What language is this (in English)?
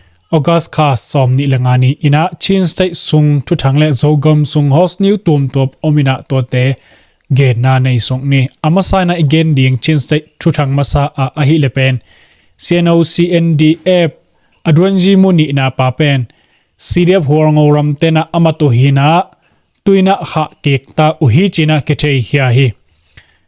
Tedim Chin